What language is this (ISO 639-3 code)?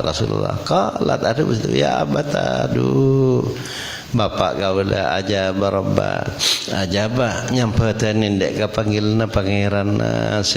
mad